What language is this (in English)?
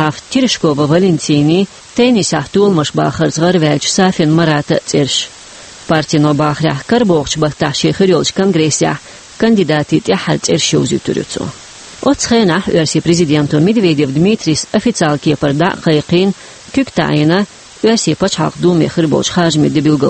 Chechen